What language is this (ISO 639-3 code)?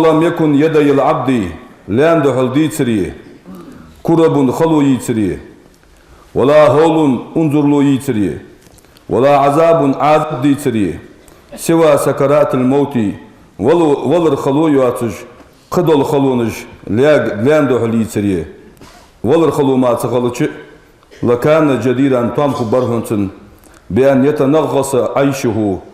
inh